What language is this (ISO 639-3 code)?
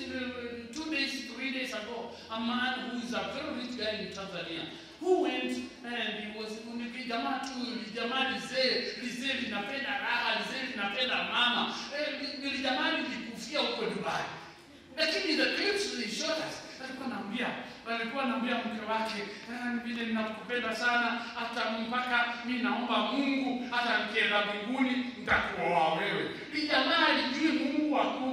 swa